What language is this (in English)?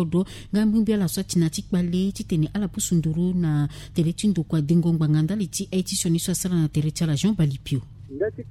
Sango